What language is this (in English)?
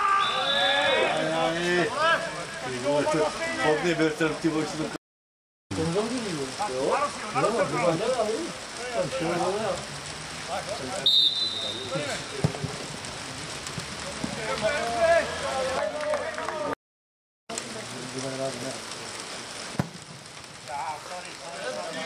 Czech